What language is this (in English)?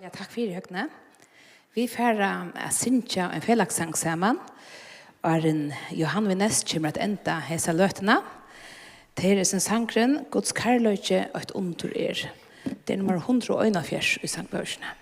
Faroese